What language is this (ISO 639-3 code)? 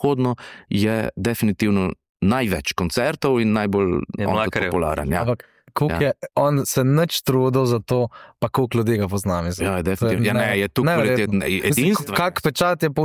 slv